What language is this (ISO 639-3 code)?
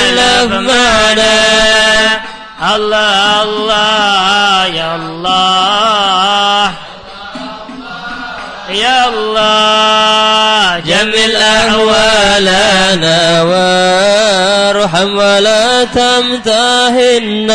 ind